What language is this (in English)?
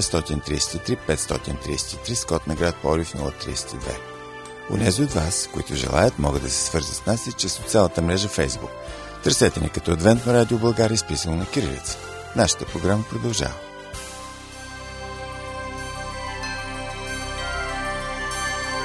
Bulgarian